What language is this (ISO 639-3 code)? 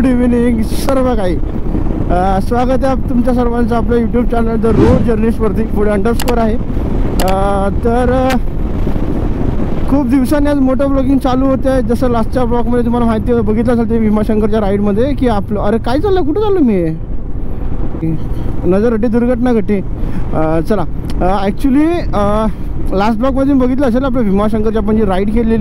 mar